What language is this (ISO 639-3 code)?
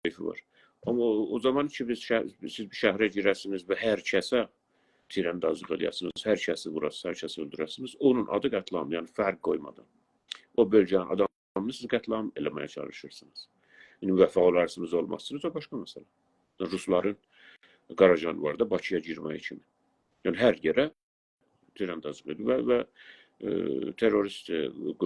azb